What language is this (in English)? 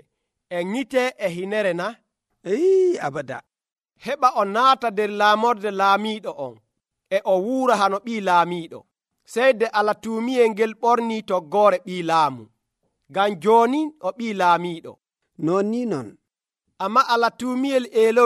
Nigerian Fulfulde